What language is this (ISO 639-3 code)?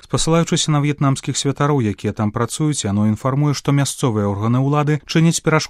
bel